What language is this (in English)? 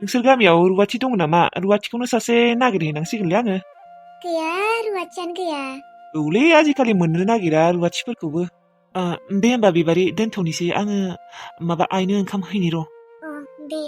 Bodo